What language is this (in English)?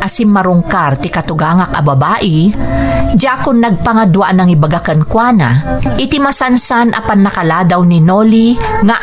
Iloko